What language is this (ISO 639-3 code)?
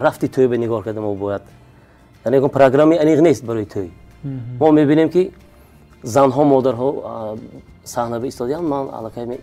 tgk